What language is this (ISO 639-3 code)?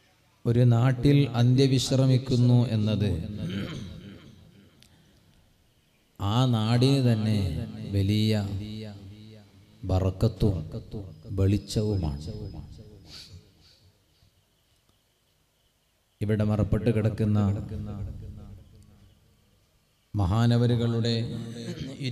mal